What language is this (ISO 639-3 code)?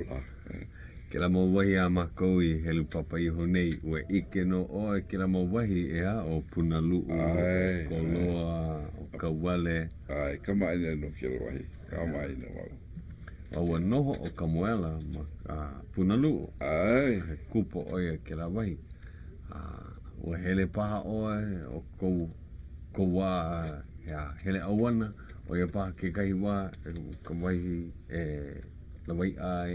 haw